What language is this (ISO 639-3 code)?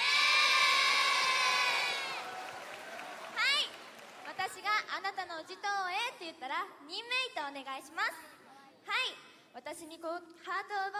jpn